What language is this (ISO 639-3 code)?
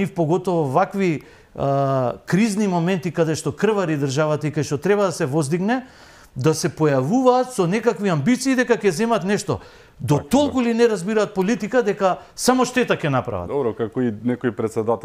mkd